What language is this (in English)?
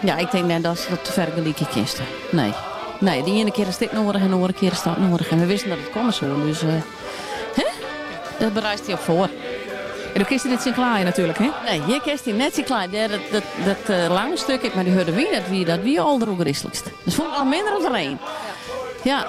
Western Frisian